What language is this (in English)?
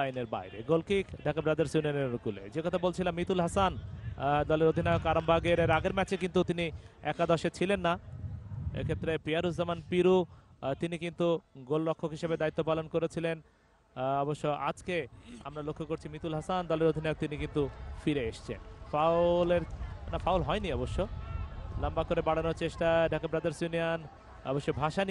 Bangla